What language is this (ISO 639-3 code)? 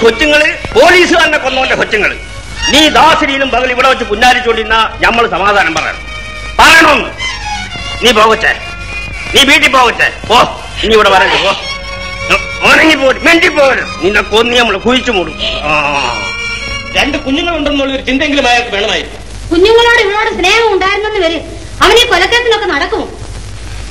mal